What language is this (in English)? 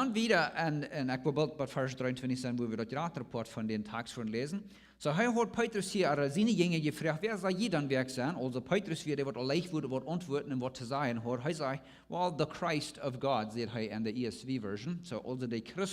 Plautdietsch